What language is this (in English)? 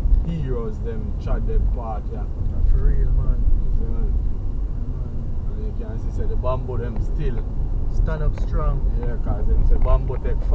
Jamaican Creole English